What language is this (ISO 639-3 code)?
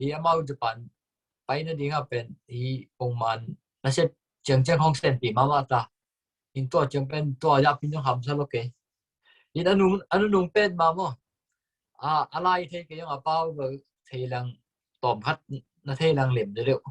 ctd